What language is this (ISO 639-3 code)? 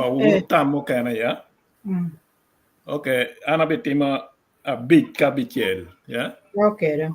ach